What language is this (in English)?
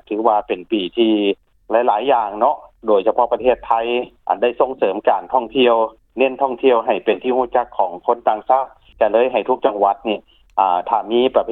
Lao